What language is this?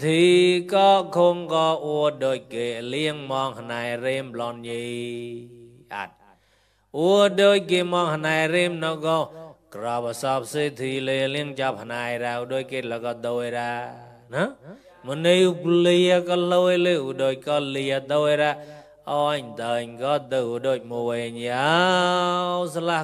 Mon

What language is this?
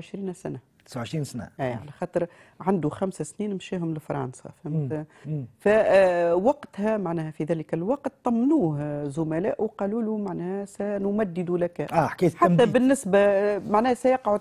Tunisian Arabic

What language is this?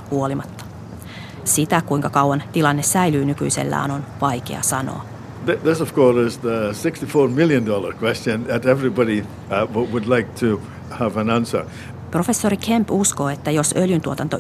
Finnish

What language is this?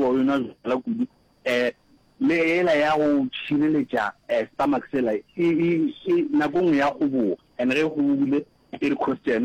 Northern Sotho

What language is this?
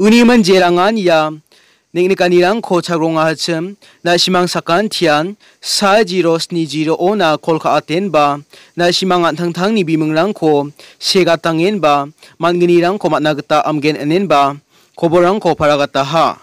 Garo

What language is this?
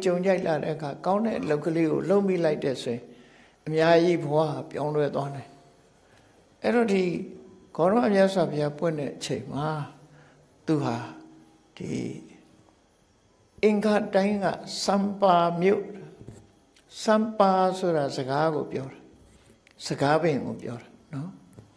Burmese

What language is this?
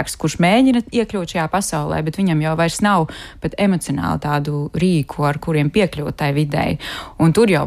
Latvian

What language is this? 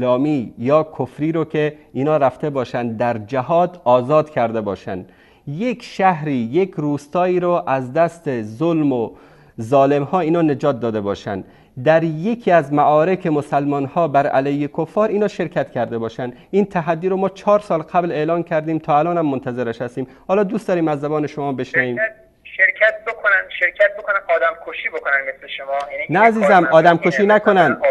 Persian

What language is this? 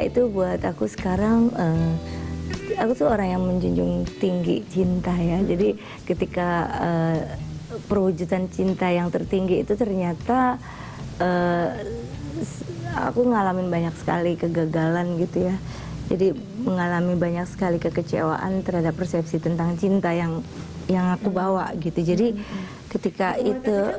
Indonesian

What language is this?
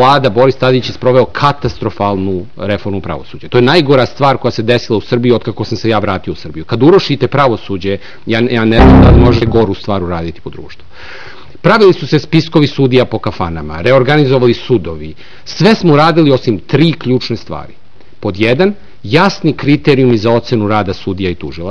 Serbian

